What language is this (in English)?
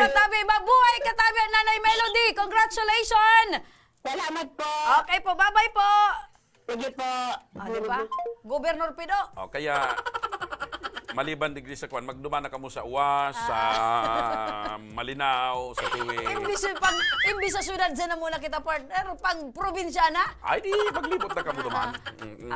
Bikol